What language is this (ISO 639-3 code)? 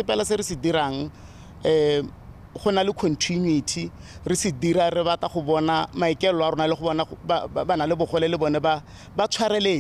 tsn